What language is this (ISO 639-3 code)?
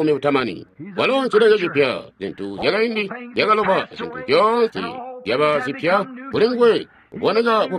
toi